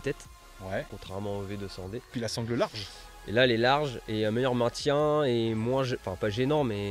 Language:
French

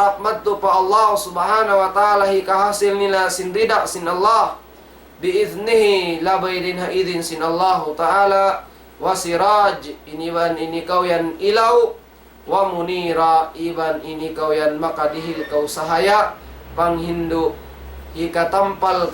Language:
Tausug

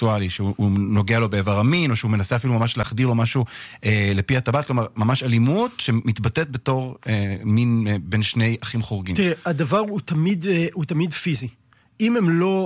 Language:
Hebrew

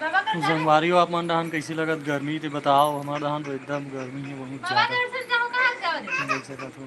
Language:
Chhattisgarhi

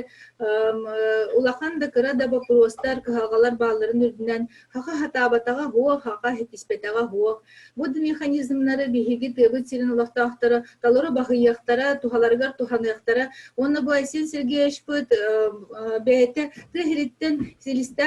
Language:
Yakut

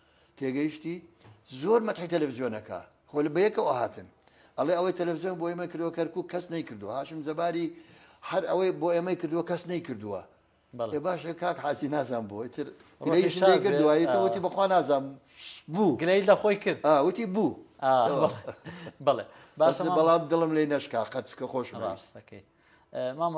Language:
Central Kurdish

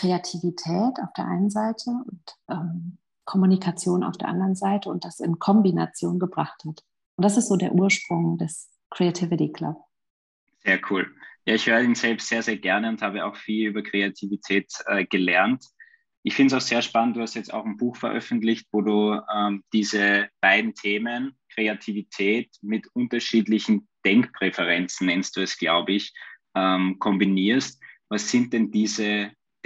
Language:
German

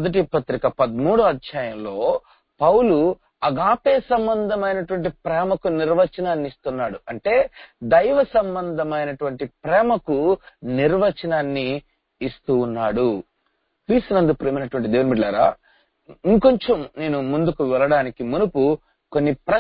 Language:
Telugu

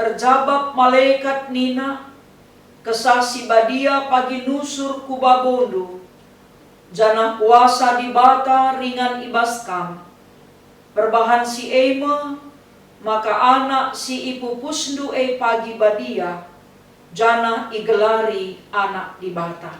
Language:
Batak Karo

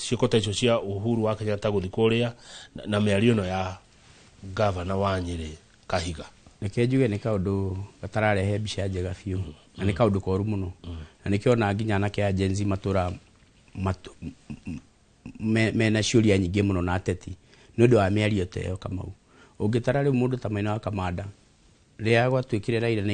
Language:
Kikuyu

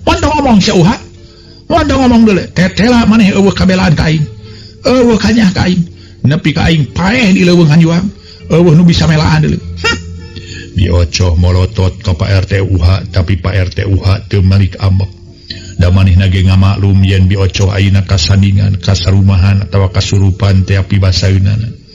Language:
Sundanese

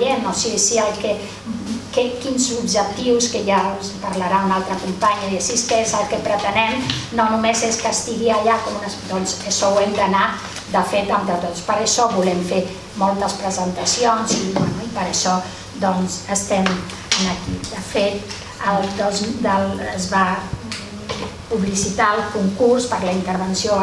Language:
Catalan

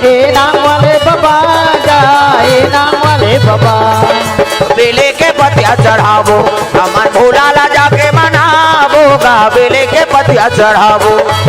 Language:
Chhattisgarhi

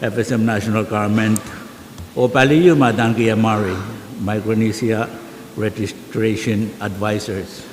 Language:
Pohnpeian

